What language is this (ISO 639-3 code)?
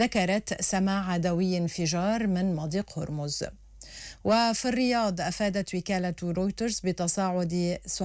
ara